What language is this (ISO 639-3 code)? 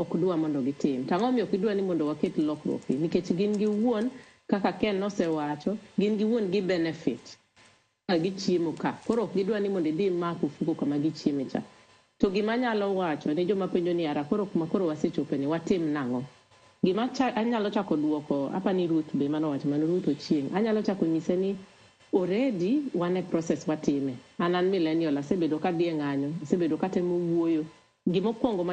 luo